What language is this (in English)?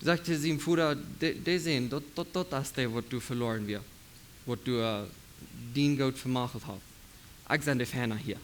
Plautdietsch